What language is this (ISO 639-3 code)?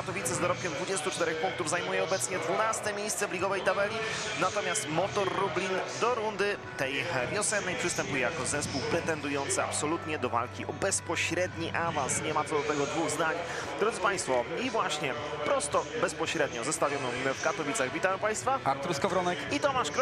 pol